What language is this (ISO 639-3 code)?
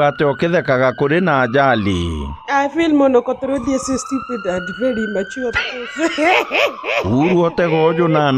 mer